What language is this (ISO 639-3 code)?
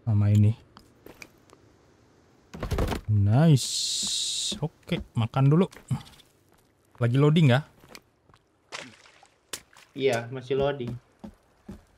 ind